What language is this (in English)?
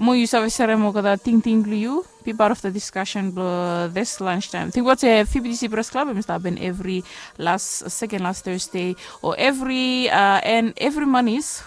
Bislama